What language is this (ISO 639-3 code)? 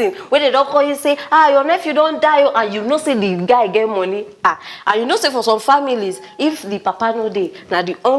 pcm